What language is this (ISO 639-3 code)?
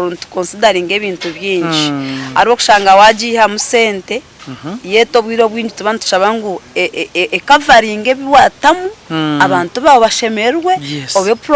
nyn